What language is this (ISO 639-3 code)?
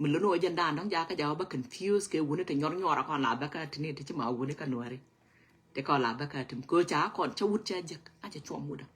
nus